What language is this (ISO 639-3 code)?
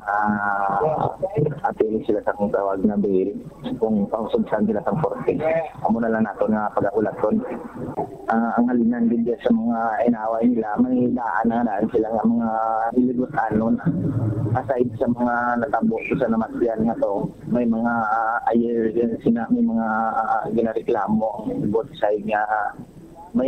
hil